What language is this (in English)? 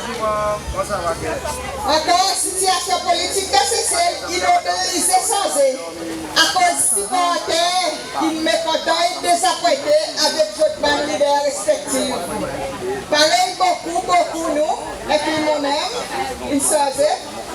Seselwa Creole French